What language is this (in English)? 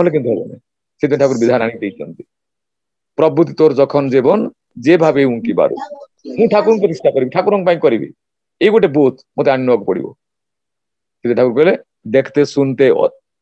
Odia